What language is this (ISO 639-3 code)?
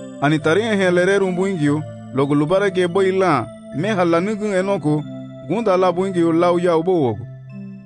cab